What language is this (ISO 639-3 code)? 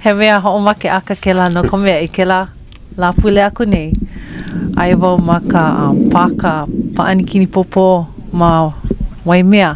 haw